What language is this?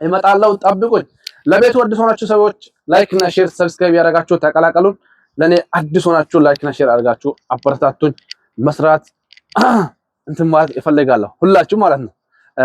Amharic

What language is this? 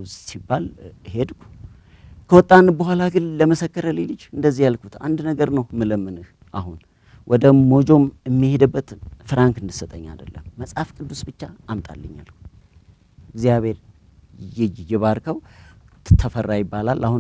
Amharic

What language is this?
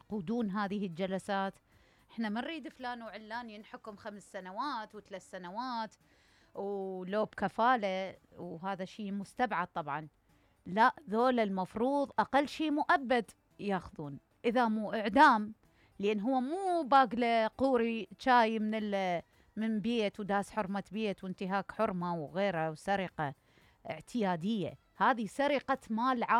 Mesopotamian Arabic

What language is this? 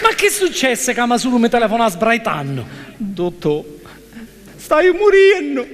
Sicilian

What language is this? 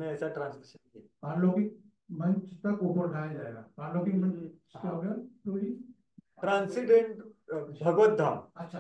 Hindi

